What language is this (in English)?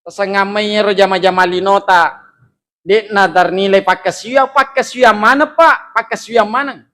Buginese